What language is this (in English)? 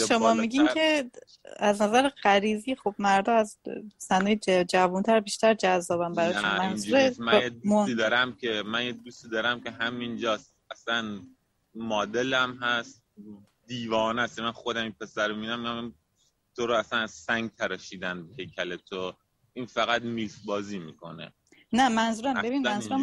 Persian